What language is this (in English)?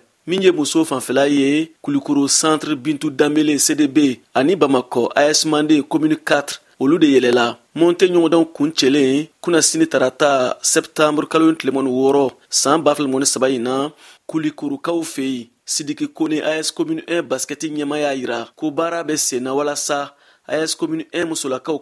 Bambara